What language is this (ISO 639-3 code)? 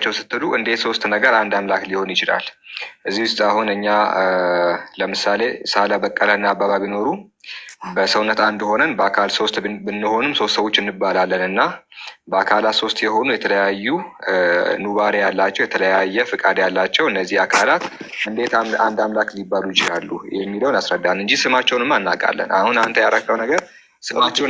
amh